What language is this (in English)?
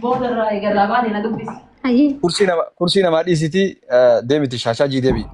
Oromo